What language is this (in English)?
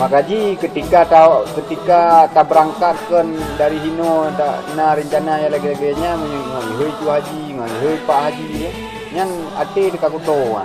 Achinese